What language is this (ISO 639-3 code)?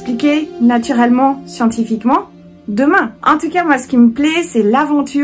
fra